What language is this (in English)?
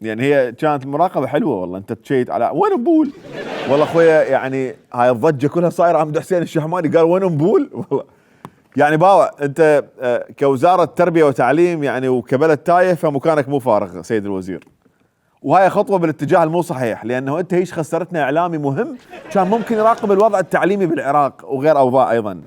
Mesopotamian Arabic